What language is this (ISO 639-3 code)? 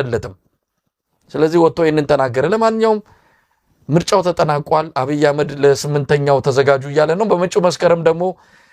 amh